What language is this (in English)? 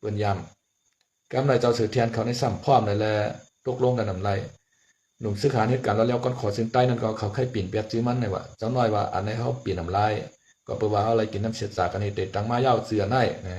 Shan